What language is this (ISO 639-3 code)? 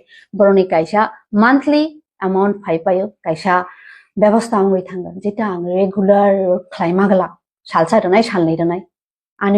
trp